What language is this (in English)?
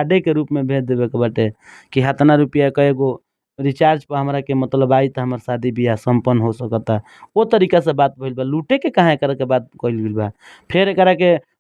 Bhojpuri